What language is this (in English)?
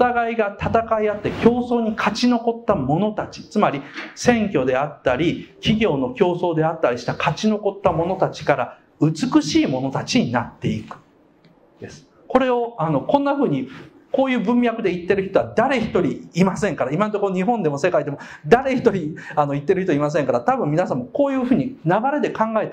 Japanese